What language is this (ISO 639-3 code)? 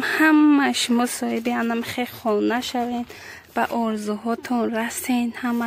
tgk